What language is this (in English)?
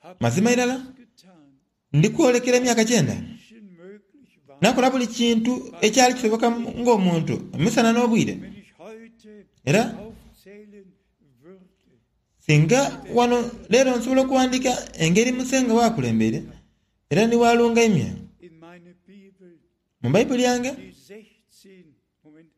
Soga